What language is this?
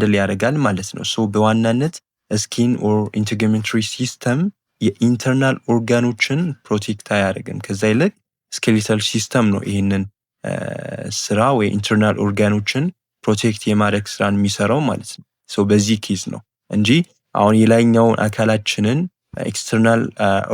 Amharic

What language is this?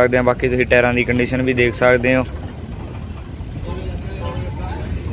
Punjabi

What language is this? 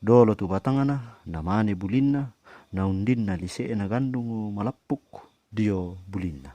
Toraja-Sa'dan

